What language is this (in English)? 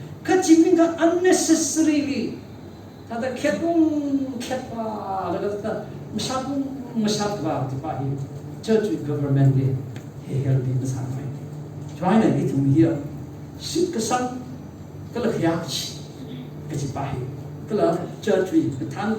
Tangkhul Naga (India)